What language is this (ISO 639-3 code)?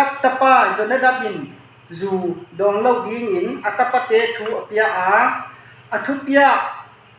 ctd